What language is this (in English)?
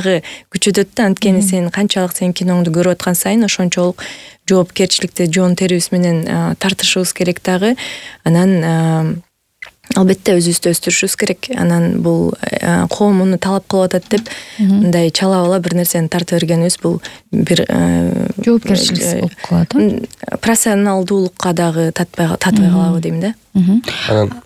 Kyrgyz